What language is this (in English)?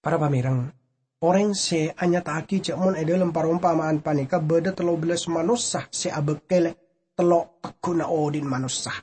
Madurese